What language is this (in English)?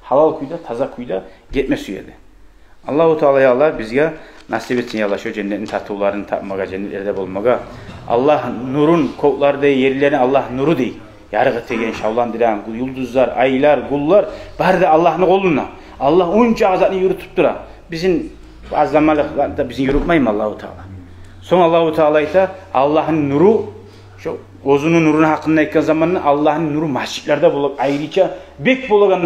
Kumyk